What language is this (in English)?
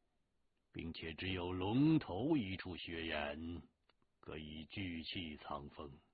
Chinese